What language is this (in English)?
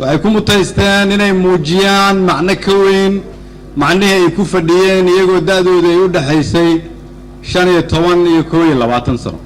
Somali